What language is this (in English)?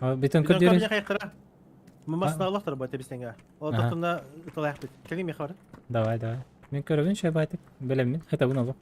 Yakut